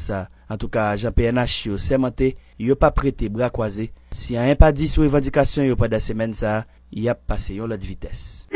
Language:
Haitian Creole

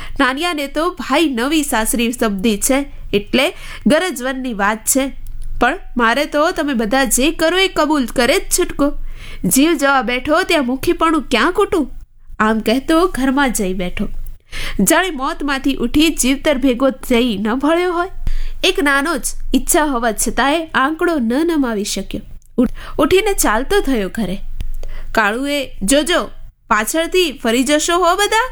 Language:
Gujarati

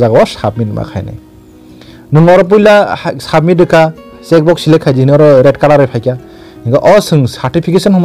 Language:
Kok Borok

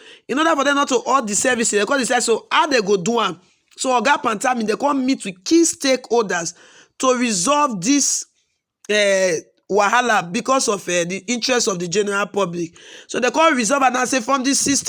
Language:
Nigerian Pidgin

